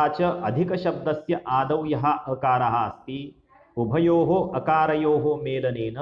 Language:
Sanskrit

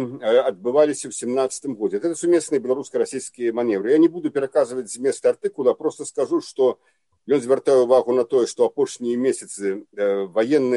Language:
Belarusian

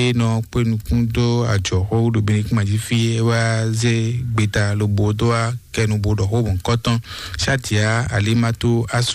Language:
Fon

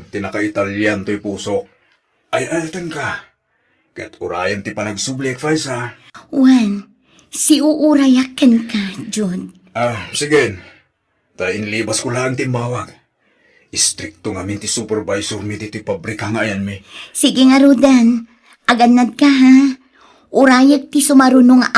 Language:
Iloko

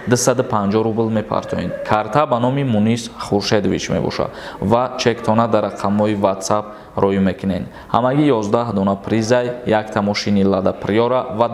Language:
Tajik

